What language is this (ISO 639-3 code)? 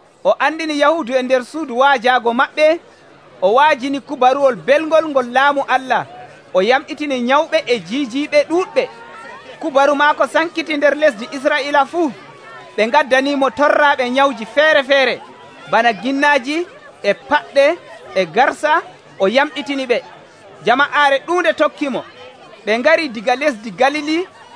fuv